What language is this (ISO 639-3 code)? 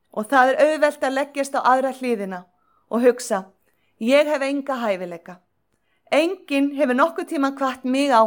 isl